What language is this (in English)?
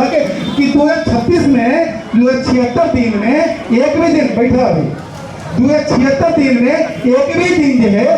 Magahi